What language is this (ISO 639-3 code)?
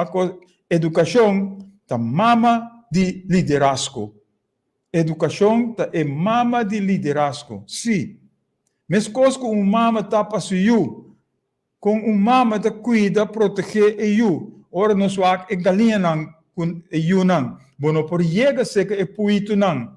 pap